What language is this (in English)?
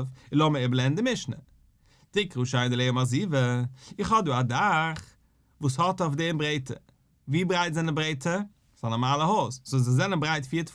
Yiddish